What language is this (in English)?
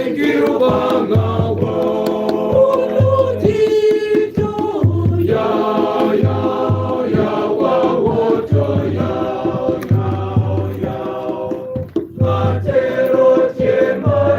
Acoli